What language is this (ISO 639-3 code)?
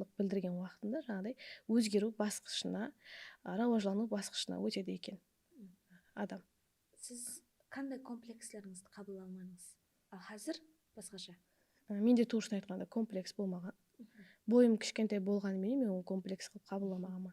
kaa